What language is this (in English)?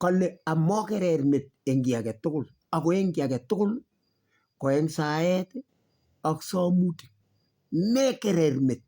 Kalenjin